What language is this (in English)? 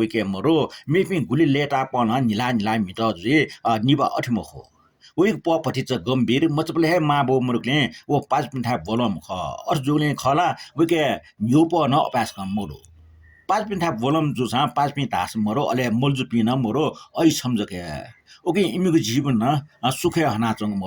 Newari